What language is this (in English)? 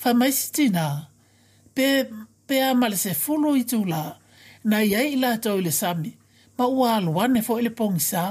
Samoan